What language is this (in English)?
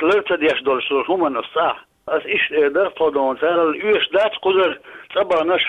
Chechen